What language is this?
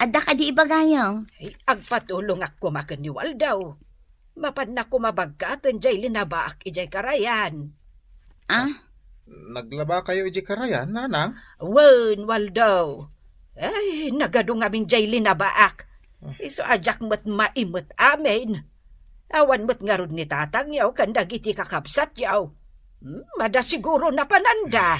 Iloko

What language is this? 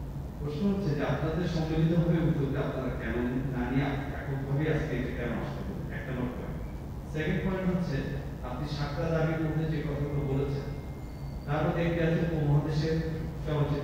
Bangla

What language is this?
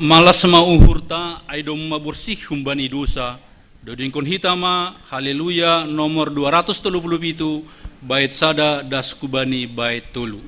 Batak Simalungun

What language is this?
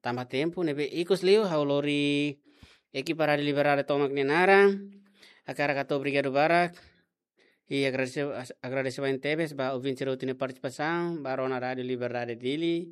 Tetum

